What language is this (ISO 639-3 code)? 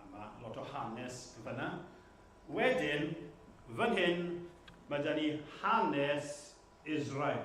cym